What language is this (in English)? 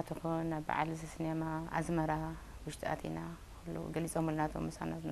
Tigrinya